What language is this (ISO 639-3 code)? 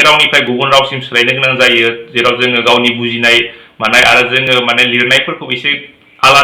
brx